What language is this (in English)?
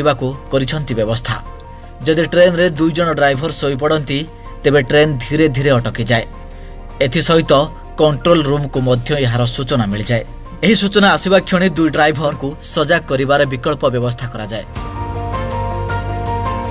Odia